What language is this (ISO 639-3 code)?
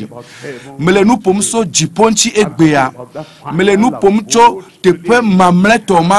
ewe